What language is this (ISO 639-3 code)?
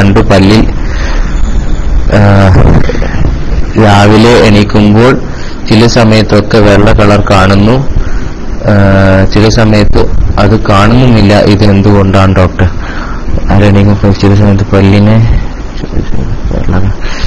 mal